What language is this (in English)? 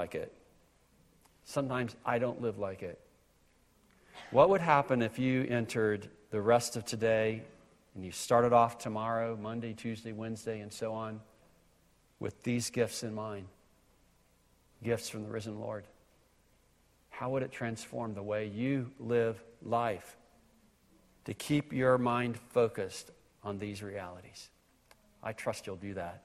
English